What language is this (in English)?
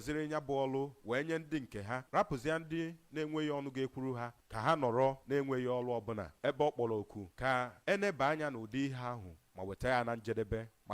Igbo